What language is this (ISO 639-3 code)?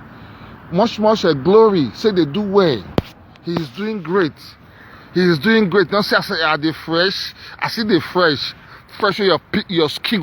pcm